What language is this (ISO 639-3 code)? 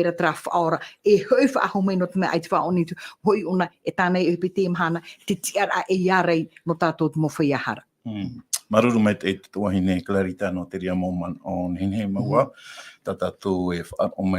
tah